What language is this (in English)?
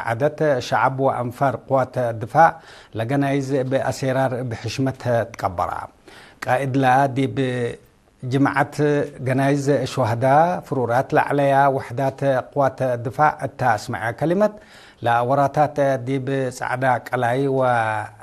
Tigre